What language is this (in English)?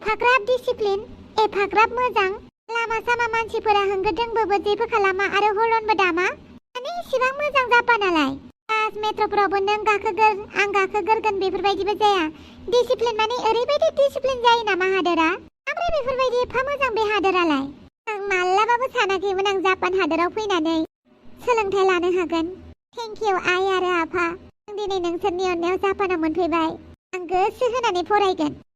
Bodo